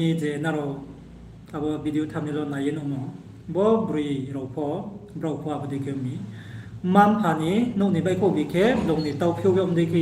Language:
Riang (India)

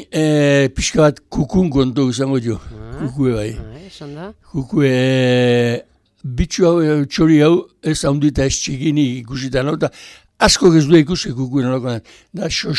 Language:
Basque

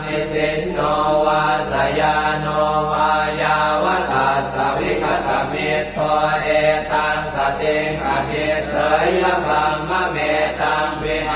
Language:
Pali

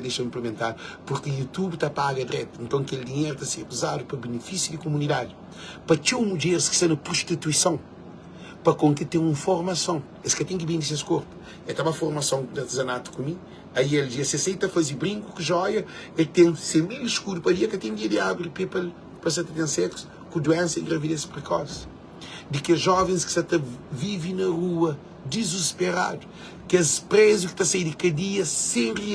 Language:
Kabuverdianu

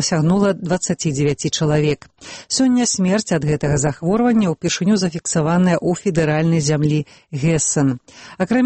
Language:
Belarusian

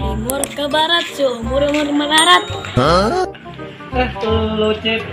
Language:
Betawi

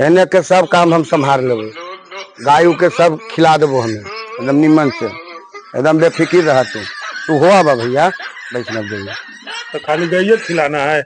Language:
Magahi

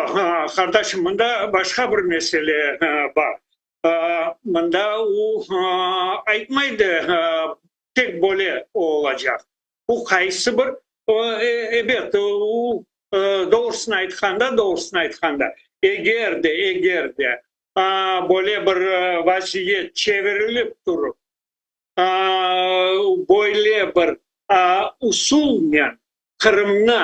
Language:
Crimean Tatar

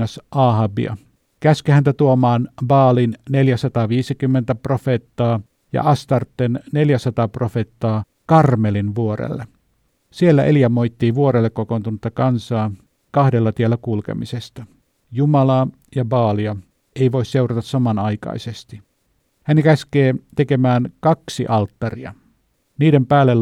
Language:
Finnish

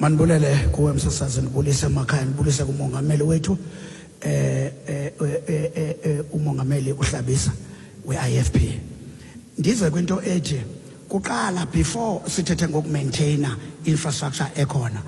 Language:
Xhosa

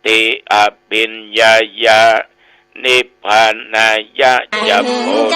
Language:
Pali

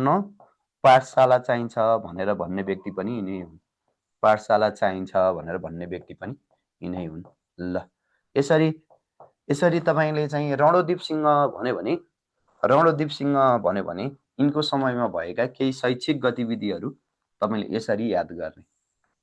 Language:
Nepali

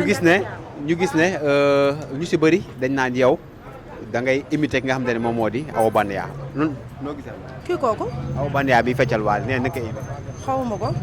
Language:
Wolof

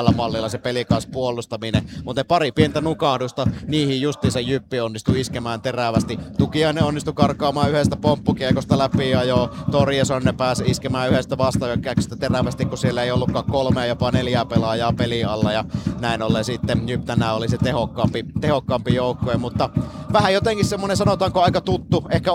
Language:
Finnish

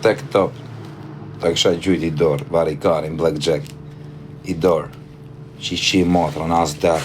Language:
Albanian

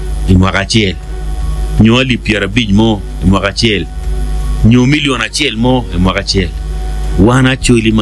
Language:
Acoli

